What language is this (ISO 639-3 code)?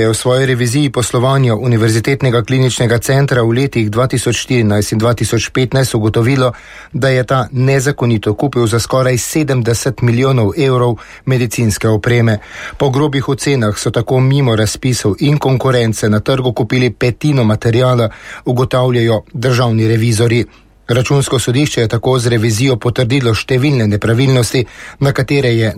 slv